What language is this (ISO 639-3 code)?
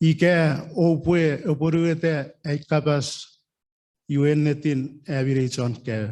chk